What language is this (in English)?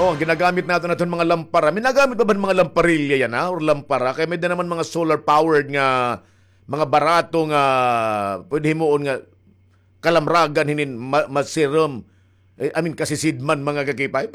Waray